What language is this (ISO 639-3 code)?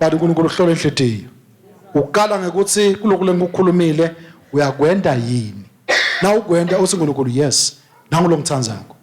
ssw